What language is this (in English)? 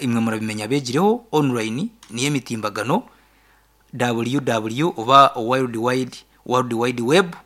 Nyankole